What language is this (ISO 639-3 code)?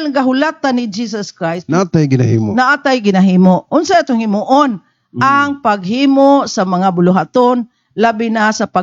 ceb